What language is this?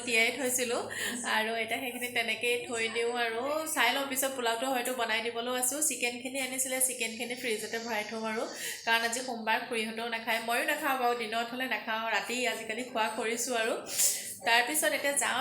Assamese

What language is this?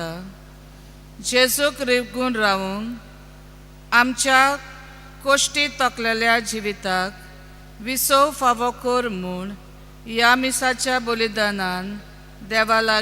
Konkani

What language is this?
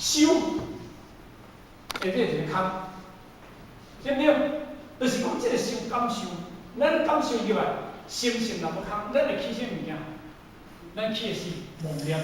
Min Nan Chinese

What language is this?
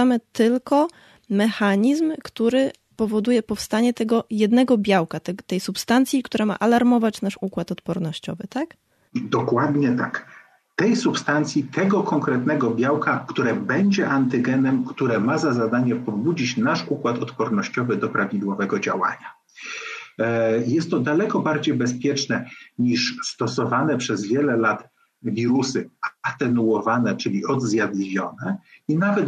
Polish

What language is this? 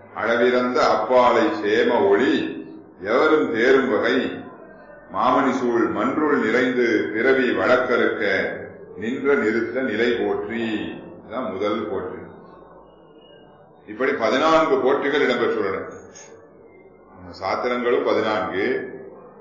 Tamil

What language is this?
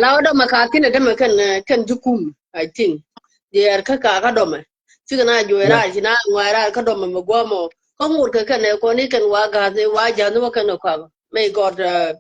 Nuer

